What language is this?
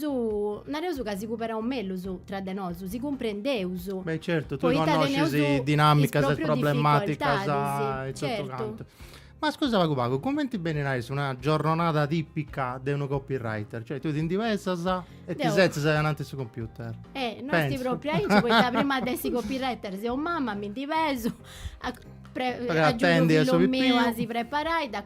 Sardinian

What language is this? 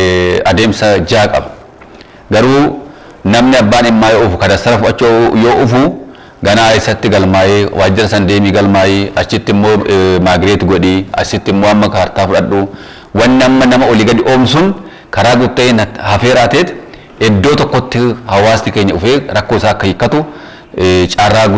Oromo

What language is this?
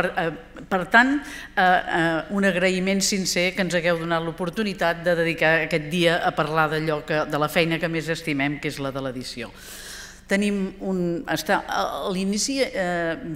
Catalan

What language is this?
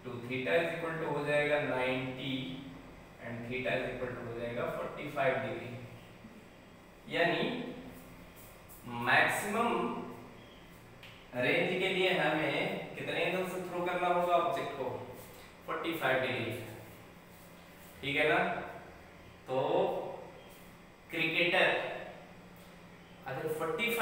Hindi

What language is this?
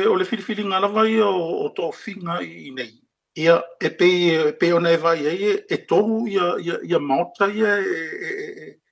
Samoan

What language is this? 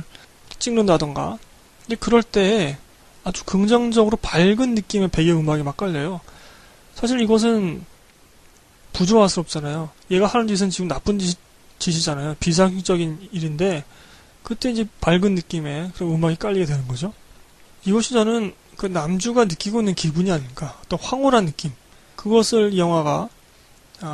Korean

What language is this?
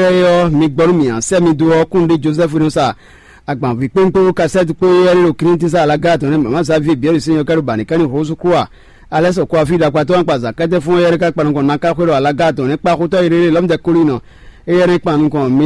Fon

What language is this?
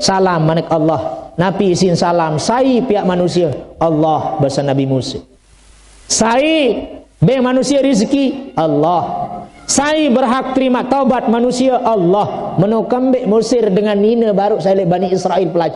Sasak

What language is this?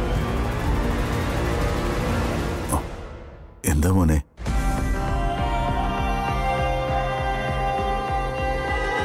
Malayalam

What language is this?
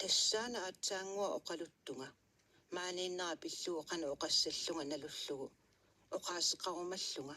Kalaallisut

